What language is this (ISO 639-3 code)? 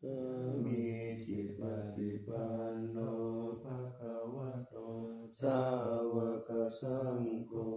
pli